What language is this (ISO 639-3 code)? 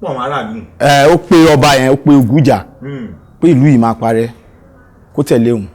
yor